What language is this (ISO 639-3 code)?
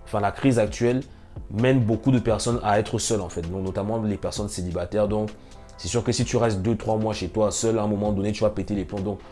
fra